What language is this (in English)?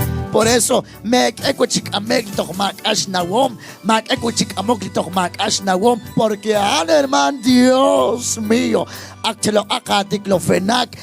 Kekchí